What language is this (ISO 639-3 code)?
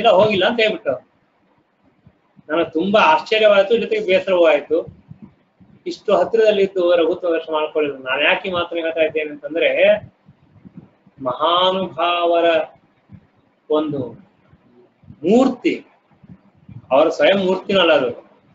kan